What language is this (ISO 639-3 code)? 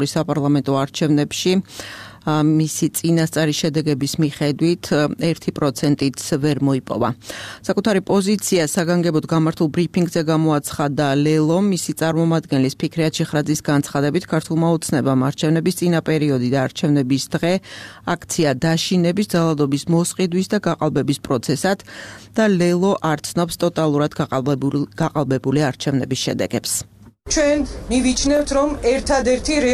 kat